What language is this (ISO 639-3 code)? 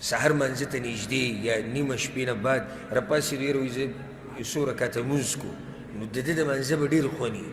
pus